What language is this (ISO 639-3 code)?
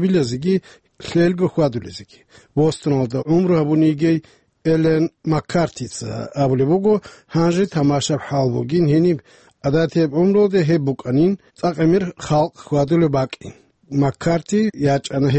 ava